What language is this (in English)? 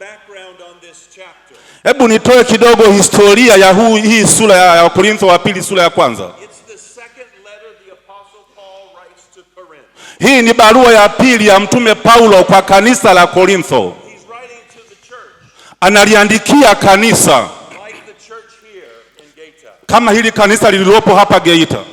Swahili